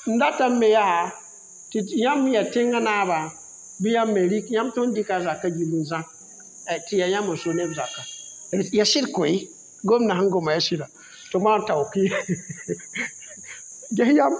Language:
Mossi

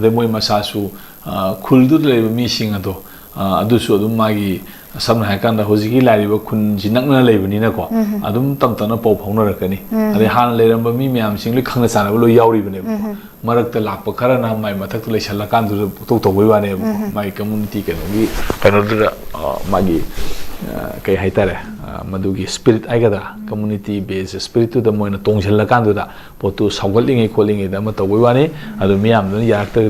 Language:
Manipuri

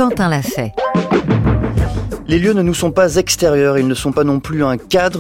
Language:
French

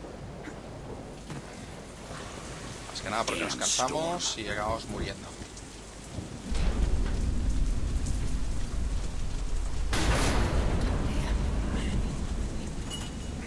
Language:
Spanish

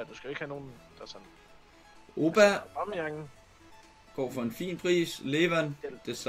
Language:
Danish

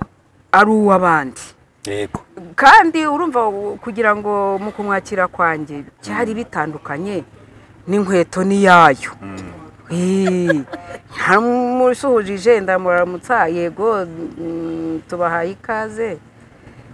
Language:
Kinyarwanda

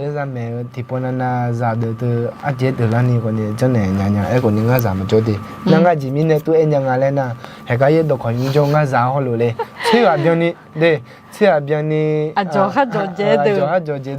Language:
Akha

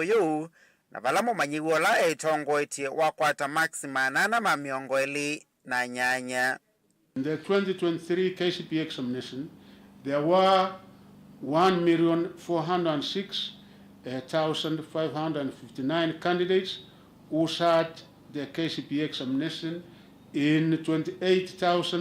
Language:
Kamba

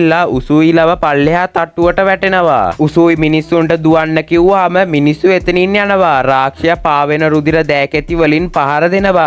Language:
Sinhala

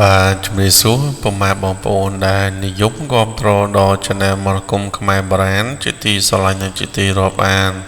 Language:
Khmer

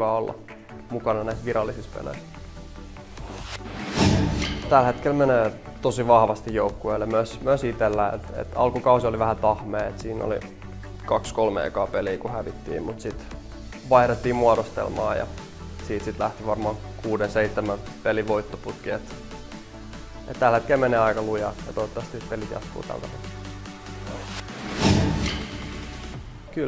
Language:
Finnish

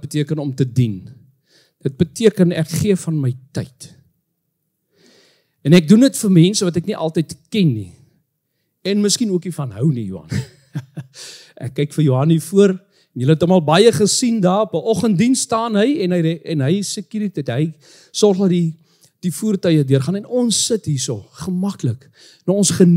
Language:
Afrikaans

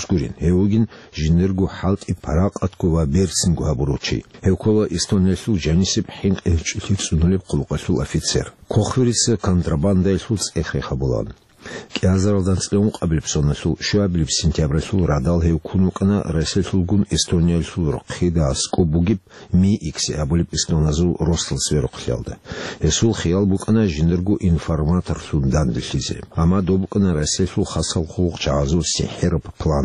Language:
Avaric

